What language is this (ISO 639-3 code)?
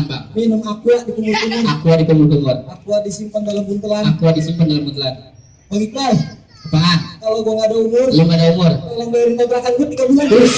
bew